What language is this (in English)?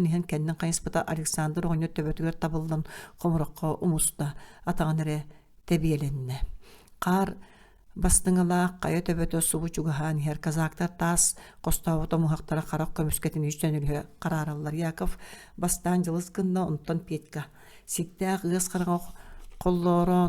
Yakut